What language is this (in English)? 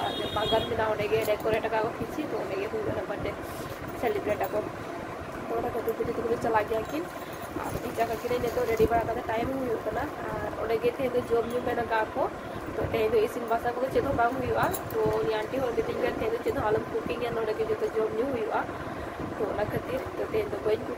Santali